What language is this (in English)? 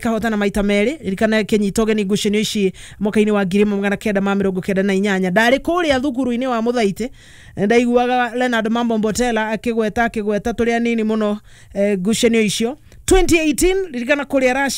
Kikuyu